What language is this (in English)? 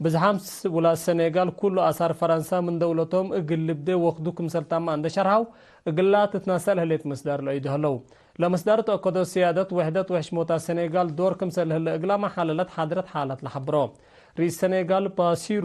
Tigre